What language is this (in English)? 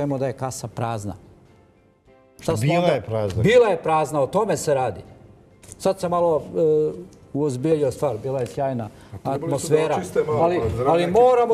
Serbian